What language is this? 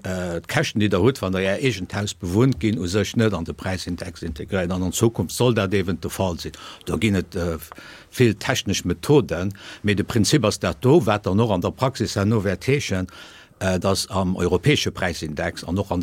Luxembourgish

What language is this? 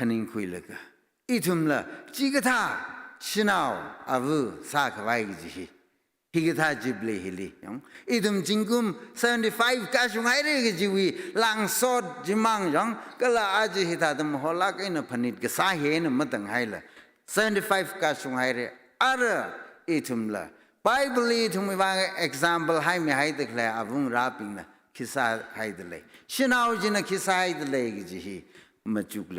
Tangkhul Naga (India)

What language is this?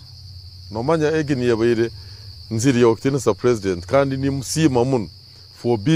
Nyankole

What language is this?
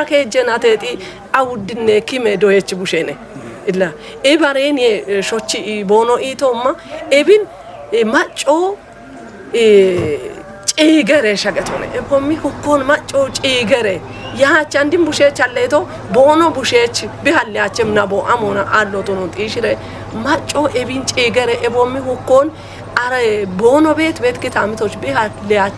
Kafa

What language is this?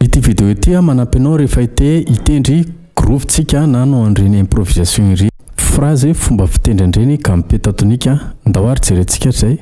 Malagasy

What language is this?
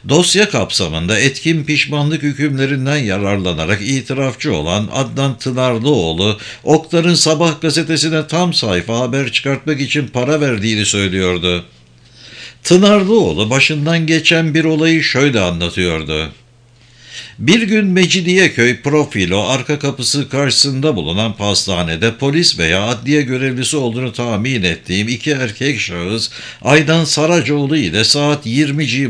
Turkish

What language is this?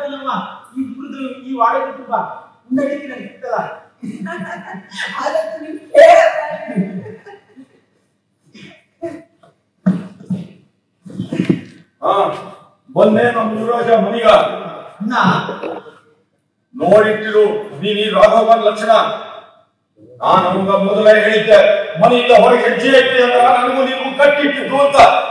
Kannada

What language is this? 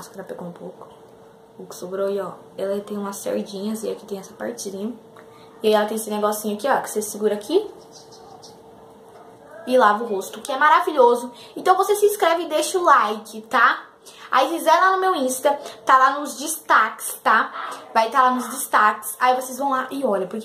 Portuguese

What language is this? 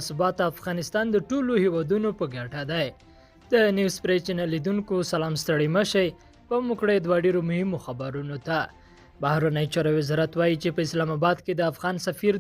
Pashto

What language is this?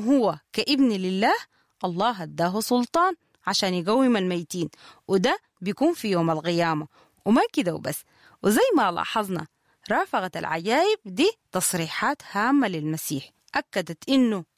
Sudanese Arabic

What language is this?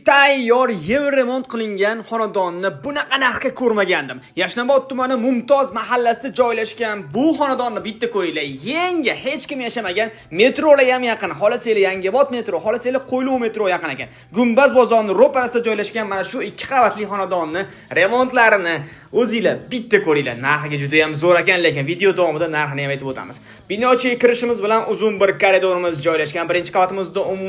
Uzbek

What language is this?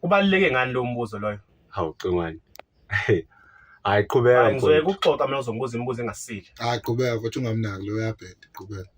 Zulu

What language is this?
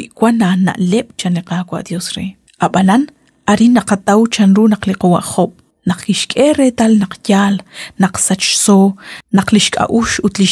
Kekchí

